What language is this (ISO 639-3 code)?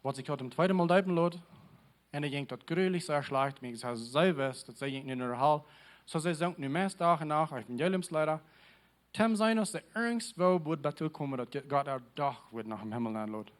pdt